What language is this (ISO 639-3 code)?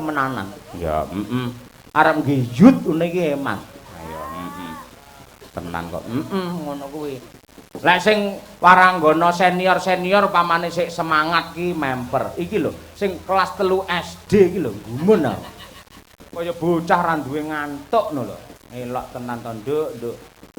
jav